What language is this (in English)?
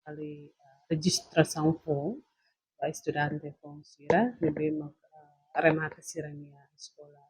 Tetum